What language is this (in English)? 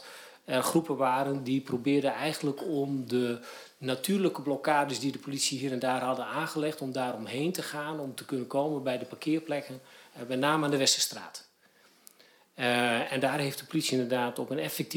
Dutch